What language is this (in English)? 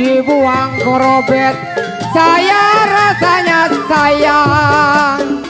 Betawi